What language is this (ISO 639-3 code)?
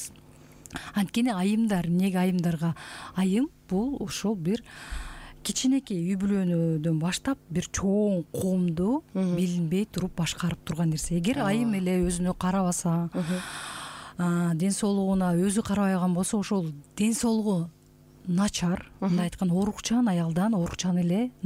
kir